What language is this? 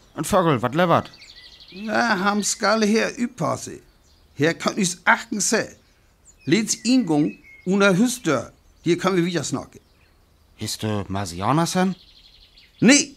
Northern Frisian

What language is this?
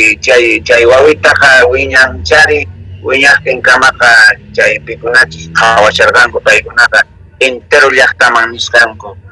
South Bolivian Quechua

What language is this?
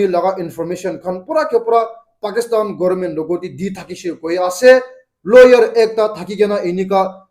Naga Pidgin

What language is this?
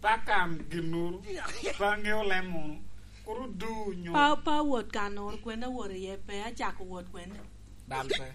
Lango (Uganda)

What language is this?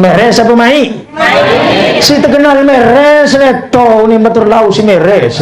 Sasak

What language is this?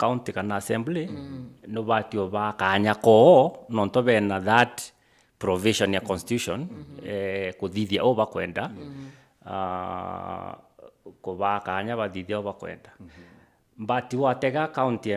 Meru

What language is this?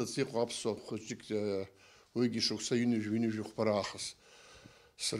Abkhazian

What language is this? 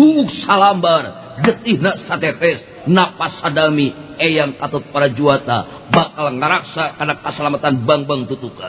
Sundanese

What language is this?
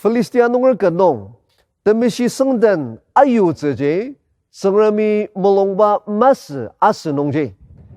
Ao Naga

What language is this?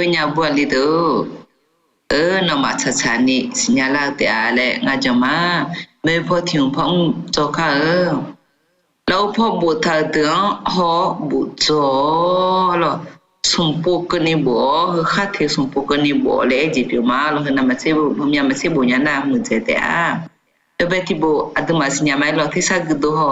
Akha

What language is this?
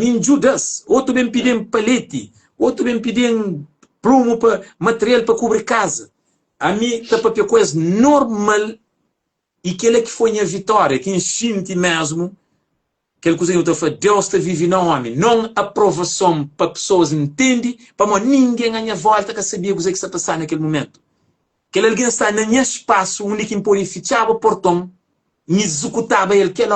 Kabuverdianu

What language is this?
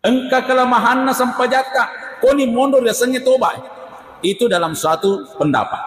Buginese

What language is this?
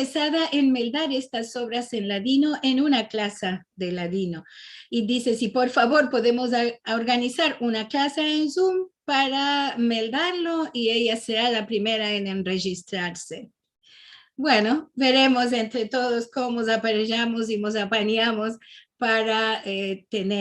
Ladino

